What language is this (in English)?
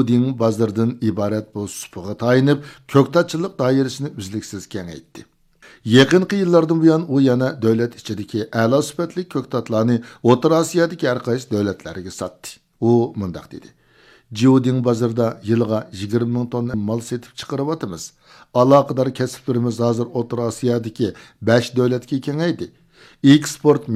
Uyghur